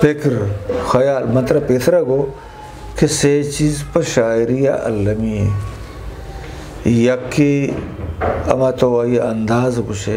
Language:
Eastern Balochi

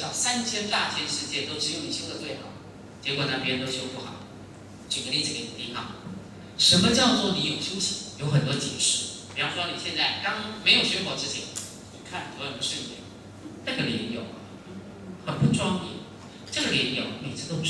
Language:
Chinese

